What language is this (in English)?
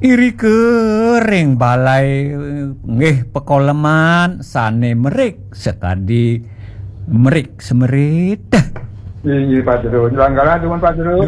Balinese